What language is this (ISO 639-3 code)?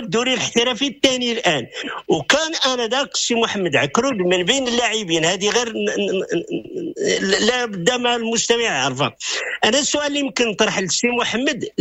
ary